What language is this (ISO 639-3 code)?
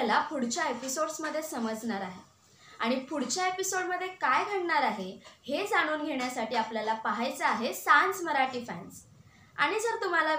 mar